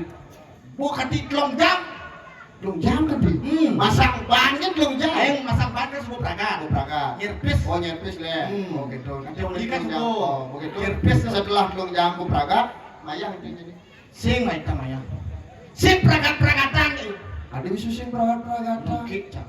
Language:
Balinese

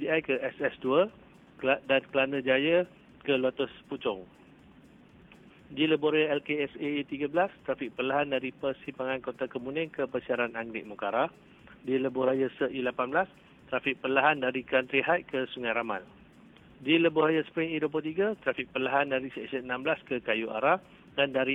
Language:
Malay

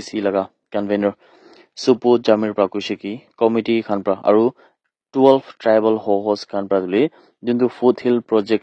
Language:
Naga Pidgin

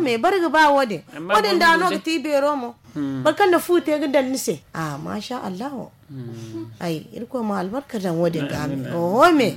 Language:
Zarma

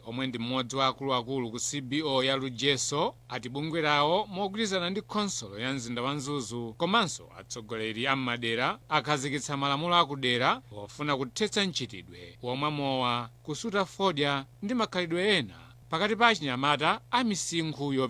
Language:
Nyanja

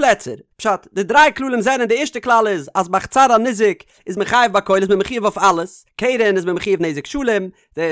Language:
Yiddish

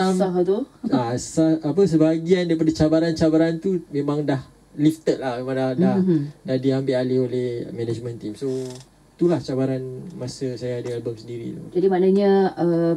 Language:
Malay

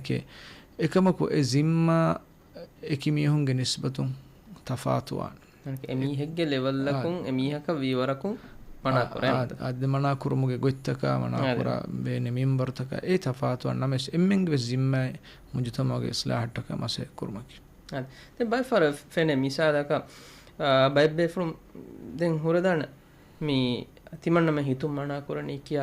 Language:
Divehi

